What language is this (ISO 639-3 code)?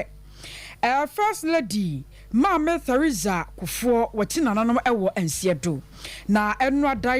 aka